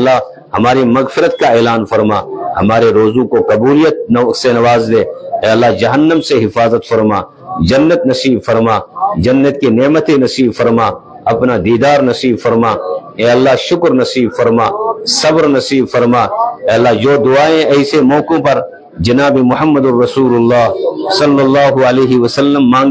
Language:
Urdu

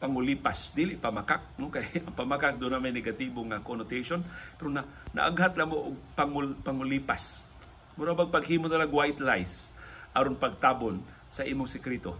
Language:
Cebuano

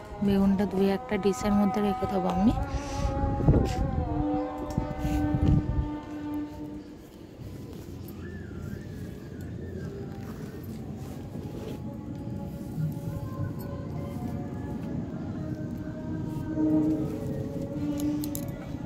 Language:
Bangla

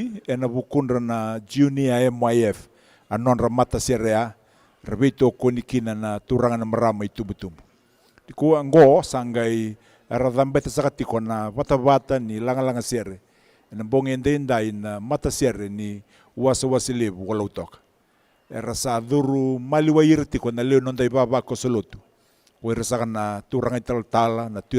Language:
Fijian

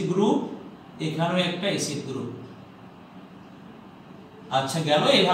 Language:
Bangla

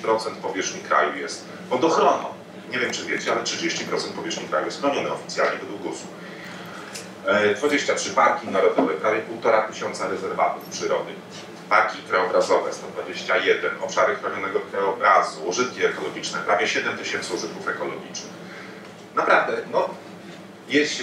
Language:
Polish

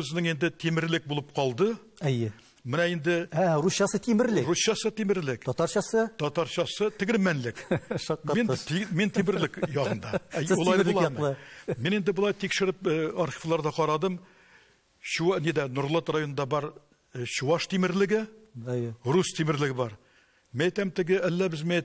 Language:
Tatar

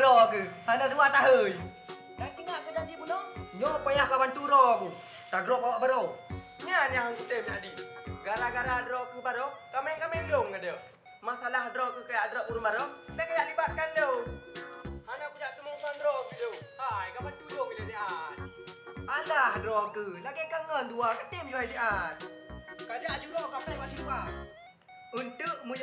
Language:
Achinese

